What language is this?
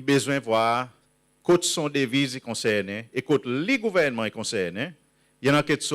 Seselwa Creole French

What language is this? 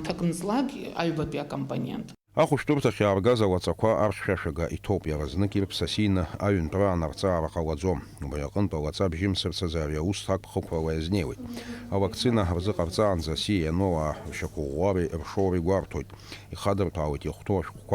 Abkhazian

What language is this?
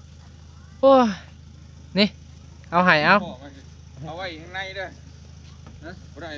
Northeastern Thai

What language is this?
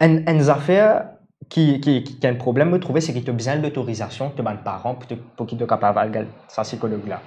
Morisyen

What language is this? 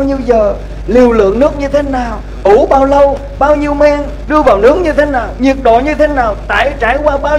Vietnamese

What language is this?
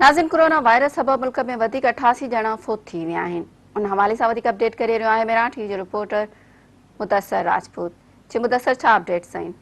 Sindhi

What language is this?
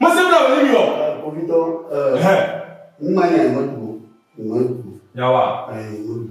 Ewe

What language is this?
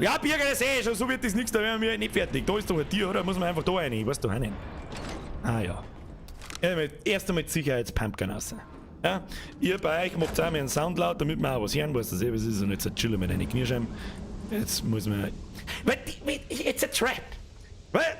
Bavarian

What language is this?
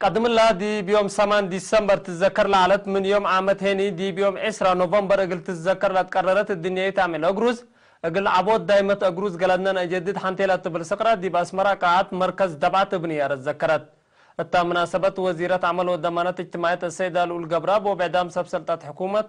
Tigre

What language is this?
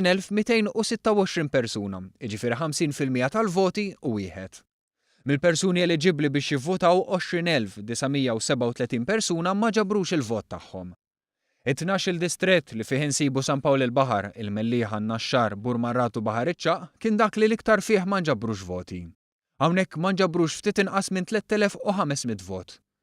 Maltese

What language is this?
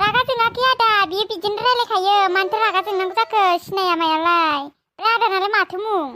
Bodo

